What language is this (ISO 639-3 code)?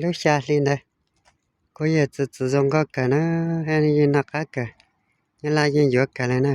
hmn